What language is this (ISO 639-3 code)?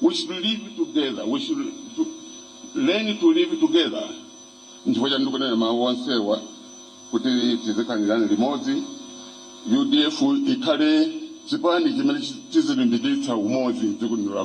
nya